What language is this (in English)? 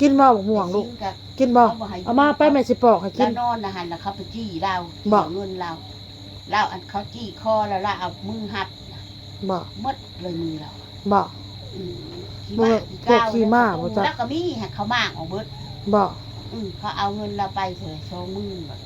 Northeastern Thai